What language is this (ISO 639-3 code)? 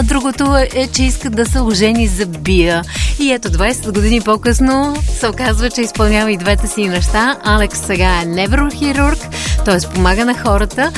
bul